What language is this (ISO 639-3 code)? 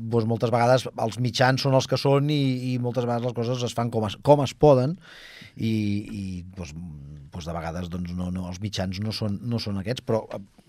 cat